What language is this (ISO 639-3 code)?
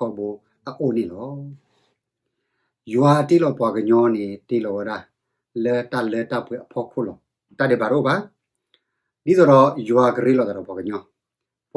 ksw